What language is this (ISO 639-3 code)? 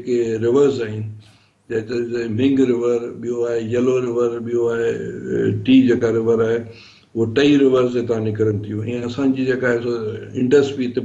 snd